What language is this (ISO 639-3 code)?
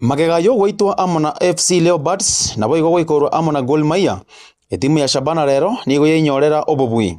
guz